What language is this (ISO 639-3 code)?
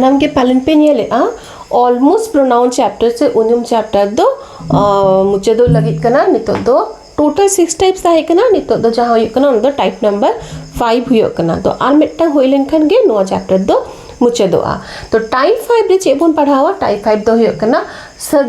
sat